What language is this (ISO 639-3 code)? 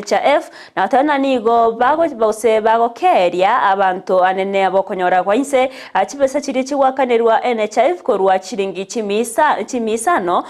guz